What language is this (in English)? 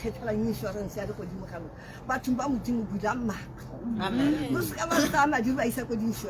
Tswana